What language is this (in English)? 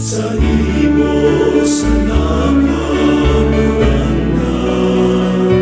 Bikol